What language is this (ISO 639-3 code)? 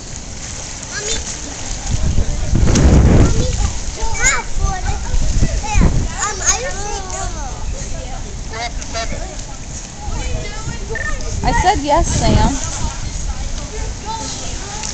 eng